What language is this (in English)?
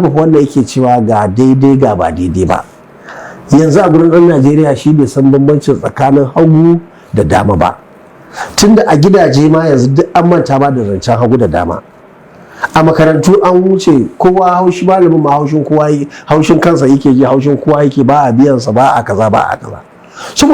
Hausa